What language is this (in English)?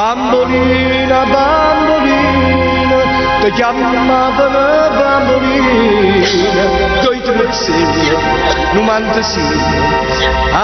Neapolitan